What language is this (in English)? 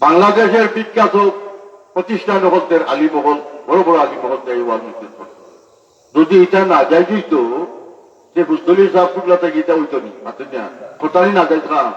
Sylheti